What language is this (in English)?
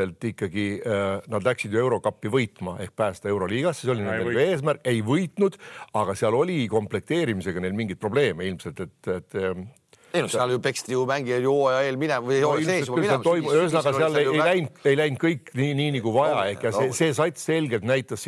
Estonian